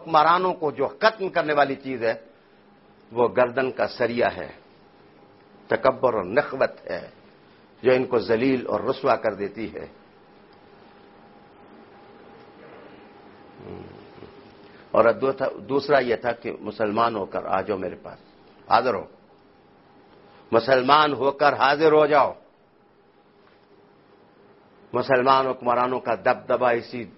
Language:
Urdu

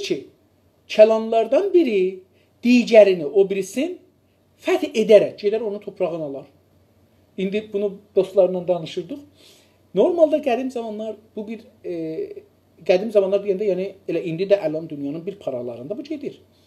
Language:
South Azerbaijani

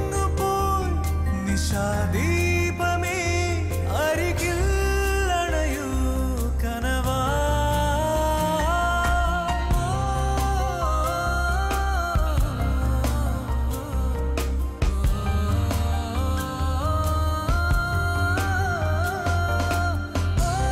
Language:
Malayalam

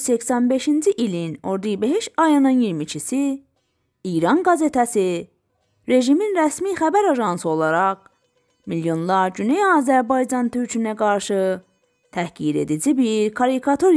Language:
South Azerbaijani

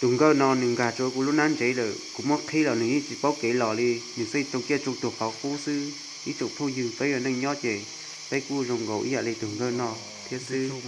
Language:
Hmong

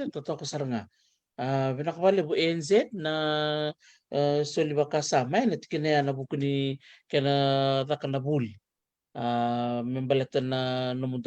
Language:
Fijian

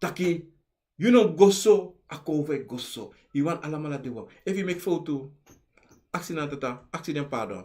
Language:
Sranan Tongo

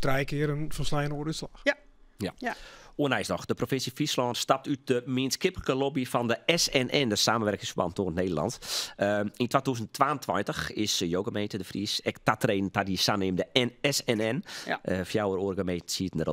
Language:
Western Frisian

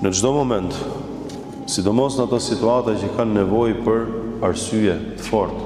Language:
Albanian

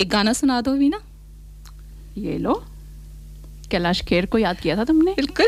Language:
Hindi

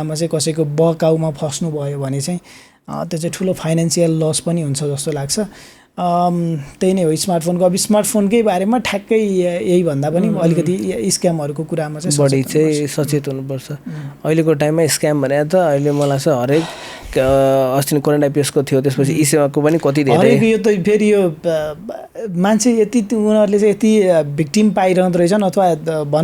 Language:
Nepali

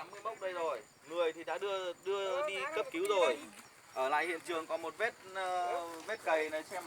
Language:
Hmong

